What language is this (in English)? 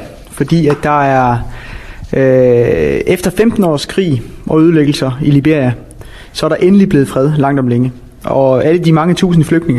Danish